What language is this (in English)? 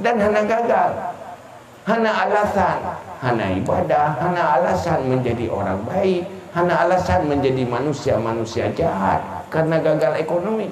Achinese